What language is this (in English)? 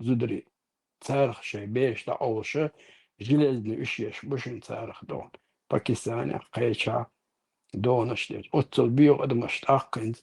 Chechen